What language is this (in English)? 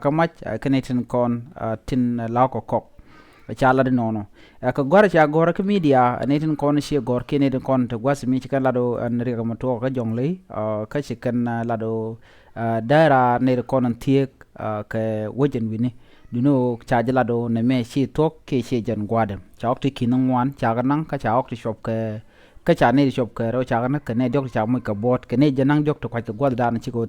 Nuer